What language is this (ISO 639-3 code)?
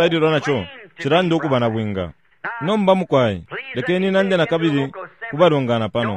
bem